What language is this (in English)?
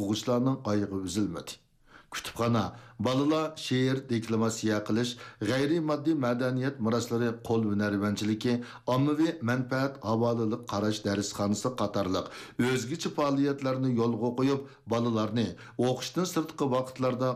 Uyghur